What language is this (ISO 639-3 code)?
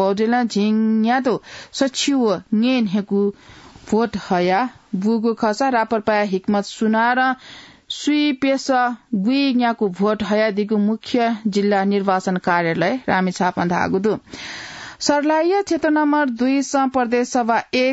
new